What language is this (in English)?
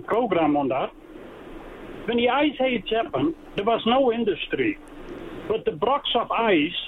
English